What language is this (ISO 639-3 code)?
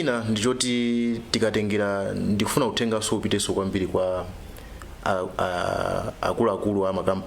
nya